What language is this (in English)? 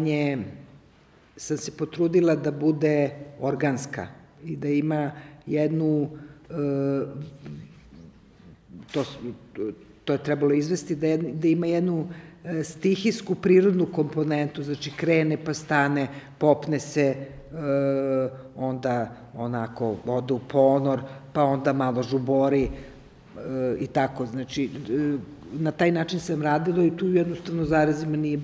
Serbian